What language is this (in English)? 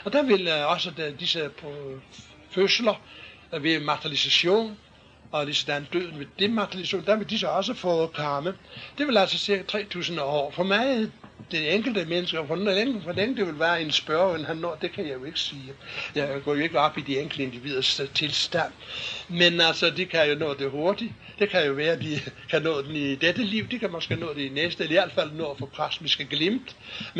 Danish